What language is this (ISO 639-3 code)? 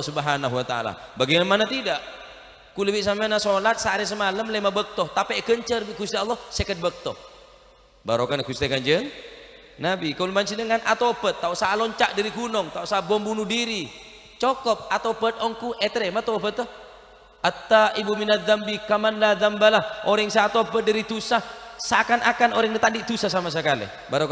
mad